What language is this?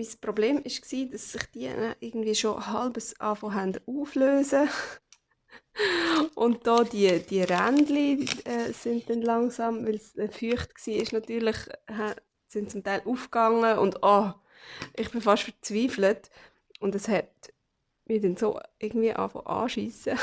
Swiss German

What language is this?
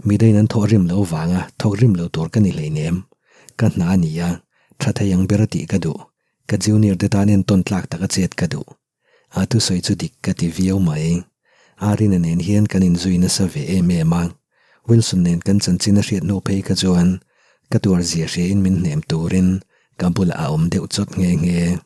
Mizo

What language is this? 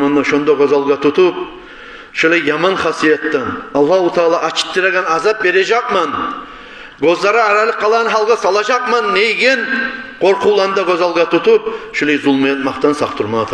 Kumyk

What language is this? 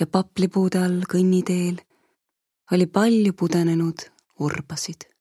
Estonian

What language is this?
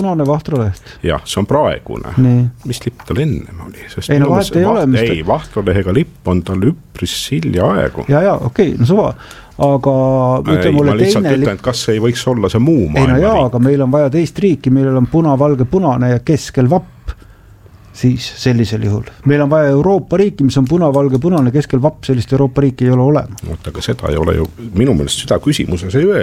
Estonian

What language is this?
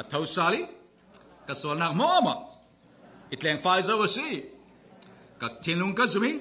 Falam Chin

